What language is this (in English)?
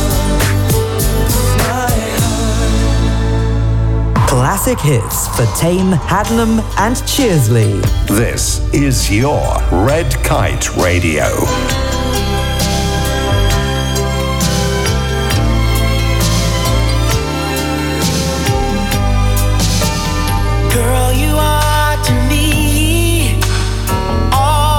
English